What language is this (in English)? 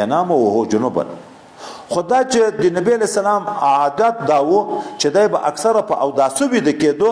Pashto